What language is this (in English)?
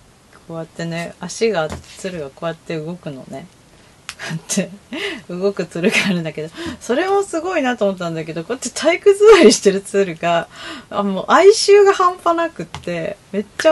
Japanese